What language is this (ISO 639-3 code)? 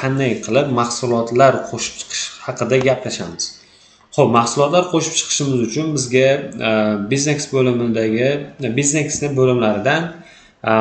uzb